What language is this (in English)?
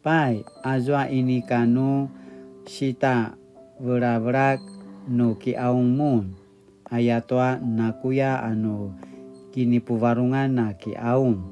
Paiwan